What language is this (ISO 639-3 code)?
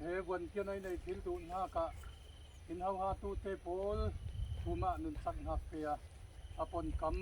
cfm